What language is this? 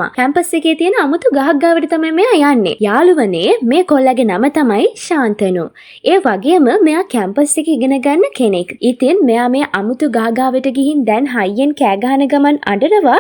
Sinhala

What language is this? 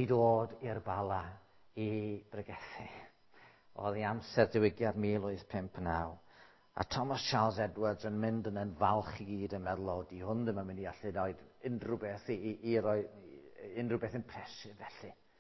Welsh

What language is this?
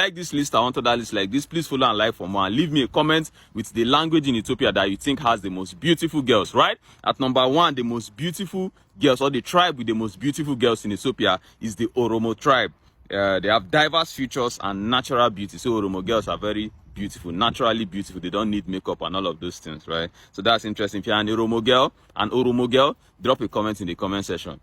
English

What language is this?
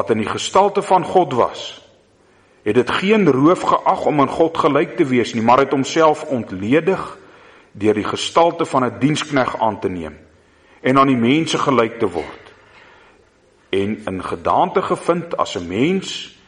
Afrikaans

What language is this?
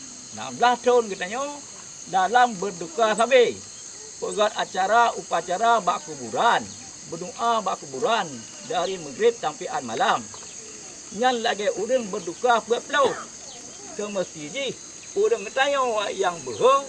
Achinese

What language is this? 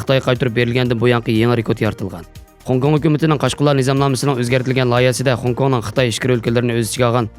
Uyghur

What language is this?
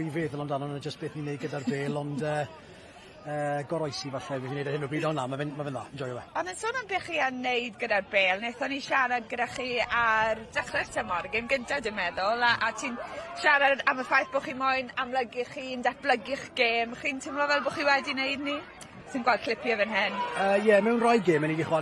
Welsh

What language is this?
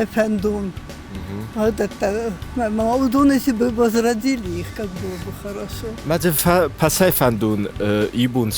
Ossetic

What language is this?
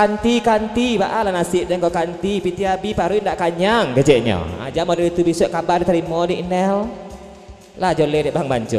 Minangkabau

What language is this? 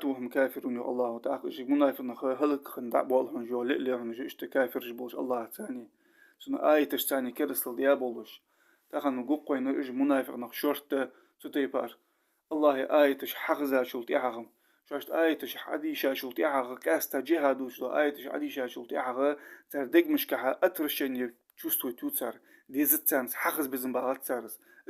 Ingush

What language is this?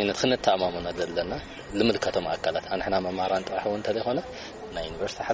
Tigrinya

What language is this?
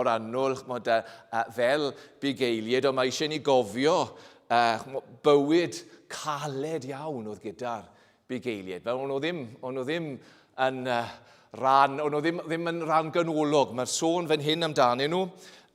Welsh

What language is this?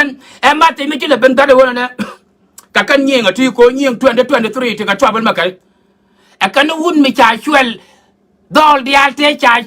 Nuer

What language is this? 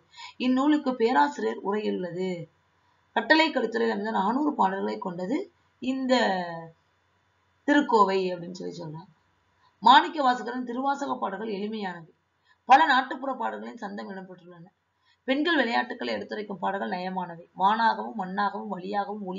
Tamil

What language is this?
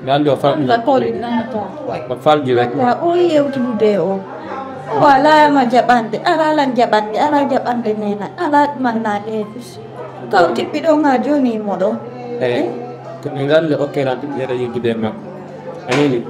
Fula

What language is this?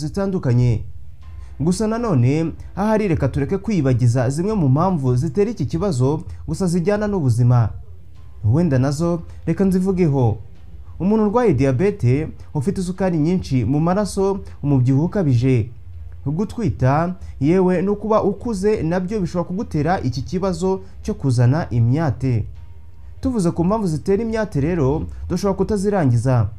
Kinyarwanda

